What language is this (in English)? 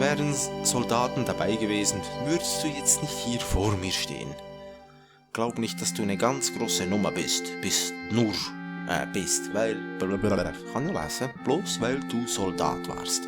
Swiss German